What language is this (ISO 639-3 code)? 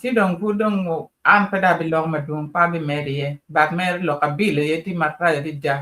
ach